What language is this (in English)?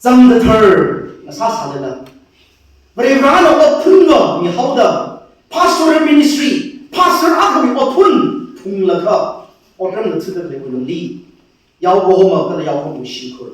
Tangkhul Naga (India)